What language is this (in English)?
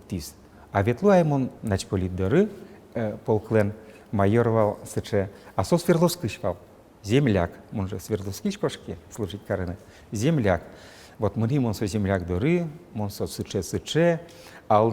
Udmurt